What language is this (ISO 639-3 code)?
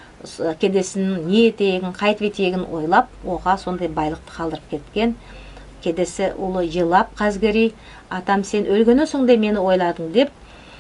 nog